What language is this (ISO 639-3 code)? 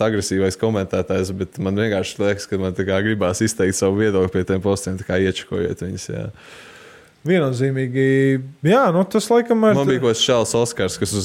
lav